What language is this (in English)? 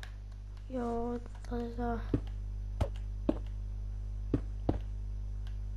Finnish